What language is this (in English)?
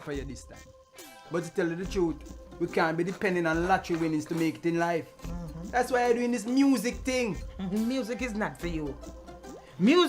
Jamaican Creole English